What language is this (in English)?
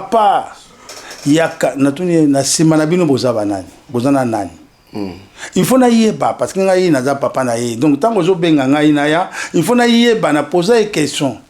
Lingala